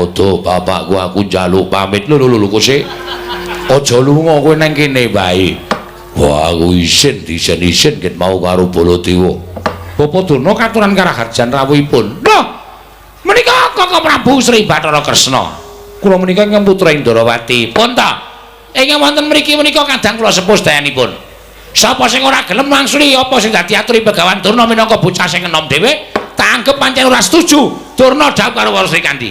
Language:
Javanese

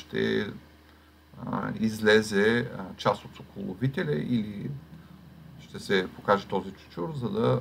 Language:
Bulgarian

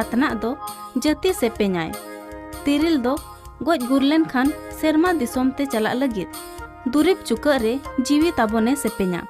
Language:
Santali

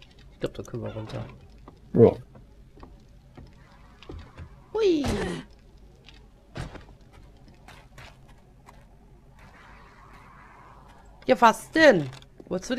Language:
German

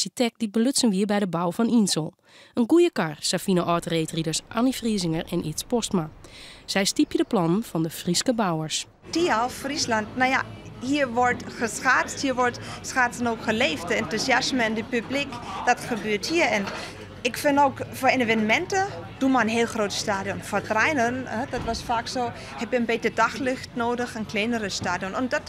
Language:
Western Frisian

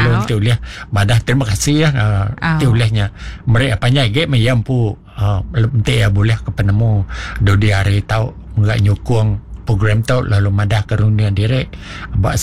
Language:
Iban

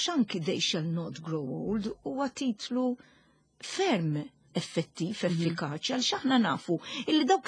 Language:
Maltese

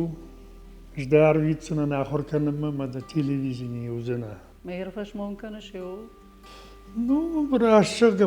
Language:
Ossetic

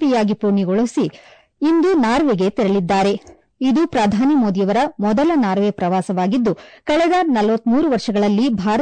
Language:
Kannada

